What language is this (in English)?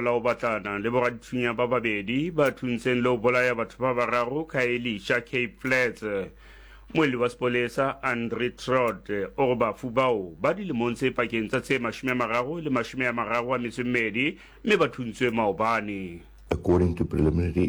Southern Sotho